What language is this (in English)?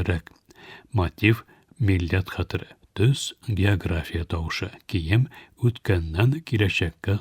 Tatar